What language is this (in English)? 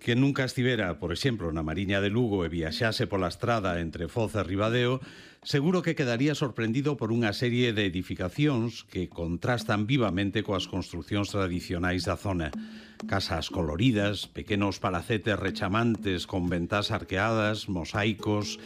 Galician